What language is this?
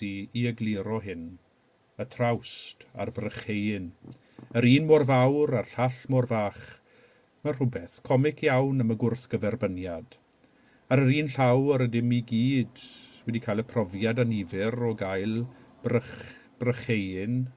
Welsh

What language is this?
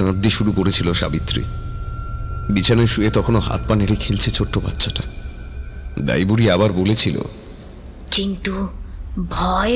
Bangla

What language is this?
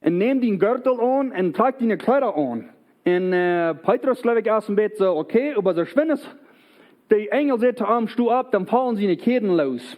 Plautdietsch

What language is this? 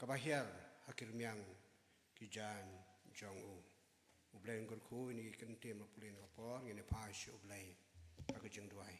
Khasi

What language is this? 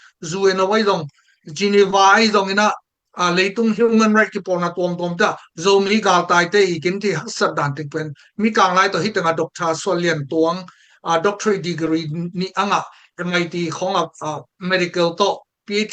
Tedim Chin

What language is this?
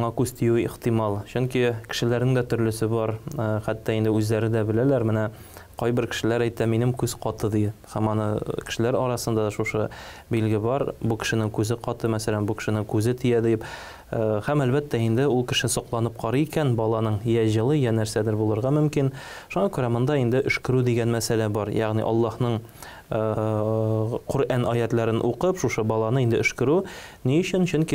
Tatar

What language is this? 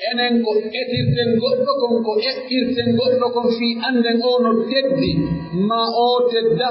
Pular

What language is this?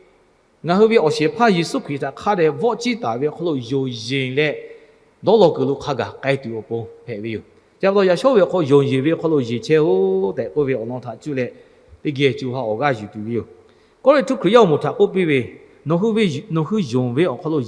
Lahu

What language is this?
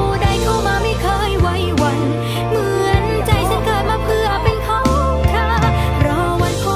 Thai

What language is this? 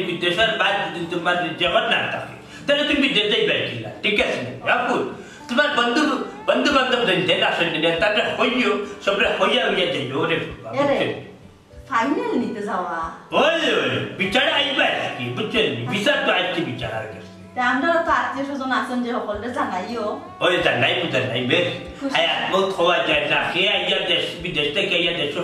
Sylheti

